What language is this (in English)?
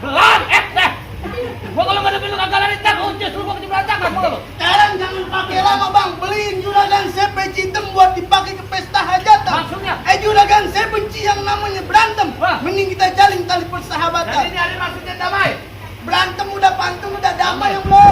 Betawi